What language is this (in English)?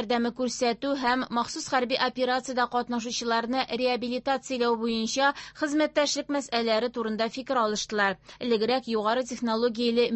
Tatar